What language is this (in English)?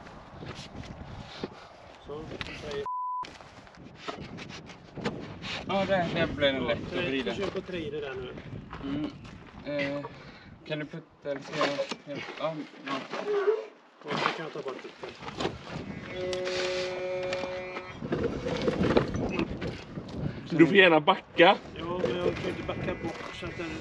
Swedish